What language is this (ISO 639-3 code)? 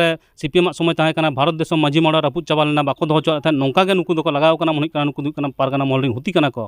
sat